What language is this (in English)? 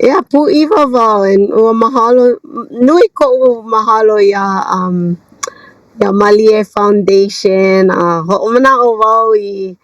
Hawaiian